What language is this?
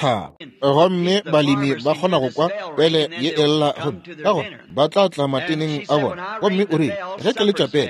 Northern Sotho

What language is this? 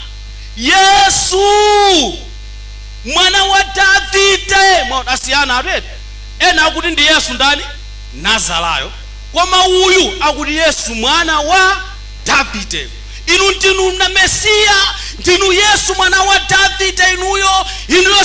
Nyanja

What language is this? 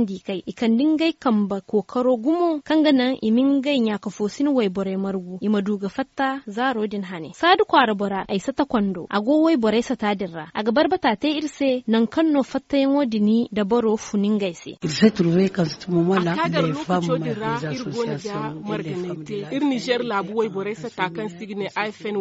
Zarma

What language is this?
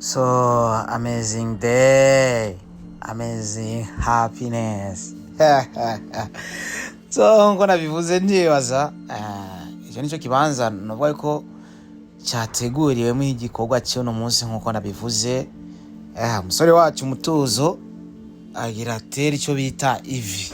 Rundi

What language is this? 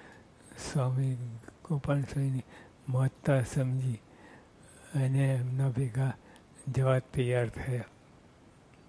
Gujarati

